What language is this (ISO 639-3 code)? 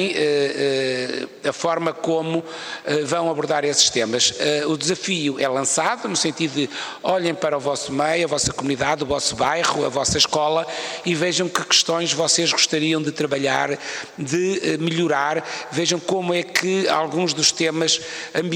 por